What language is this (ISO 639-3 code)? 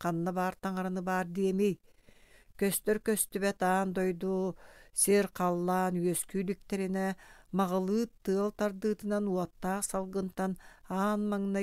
sah